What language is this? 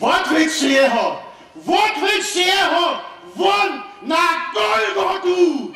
Upper Sorbian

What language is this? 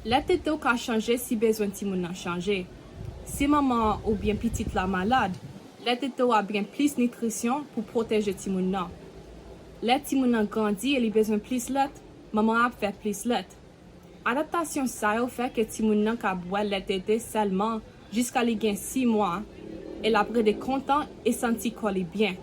Haitian Creole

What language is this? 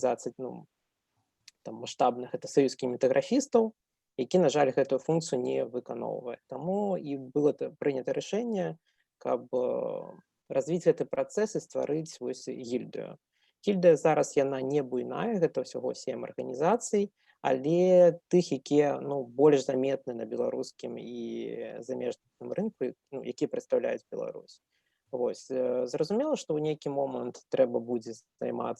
Belarusian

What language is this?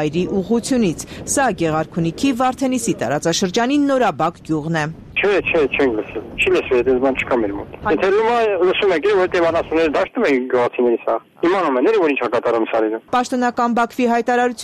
Armenian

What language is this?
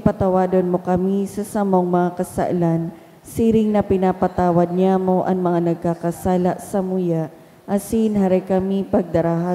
Bikol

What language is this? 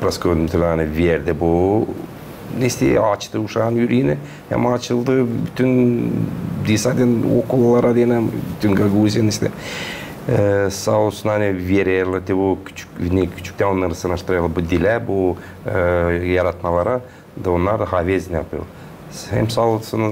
Gagauz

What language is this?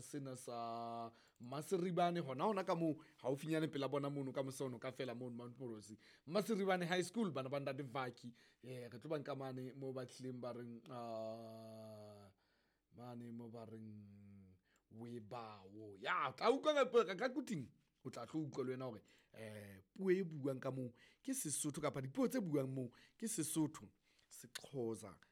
Southern Sotho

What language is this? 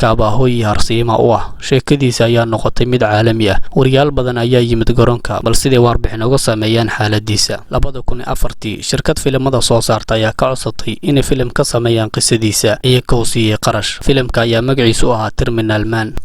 Somali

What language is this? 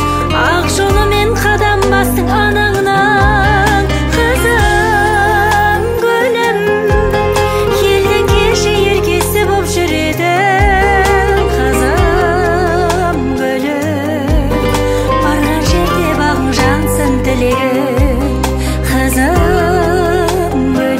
Kazakh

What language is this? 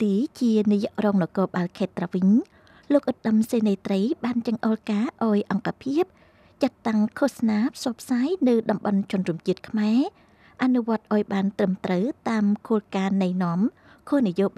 Khmer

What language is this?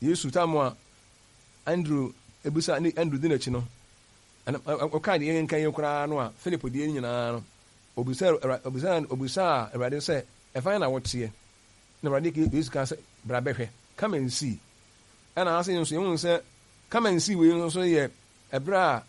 Akan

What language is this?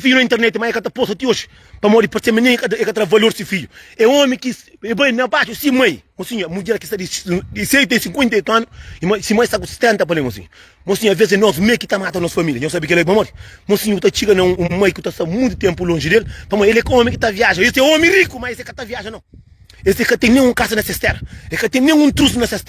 Kabuverdianu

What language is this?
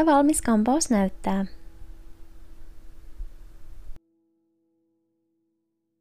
Finnish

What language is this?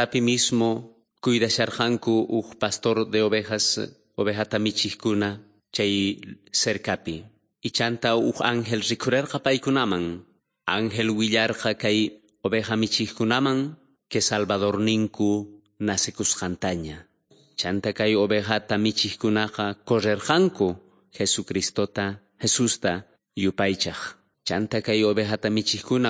South Bolivian Quechua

